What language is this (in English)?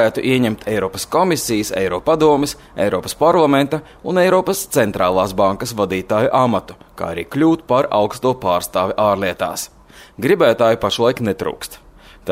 Latvian